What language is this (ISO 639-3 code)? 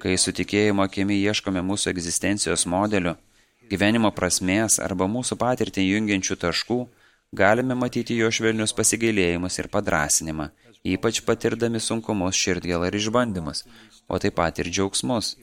lit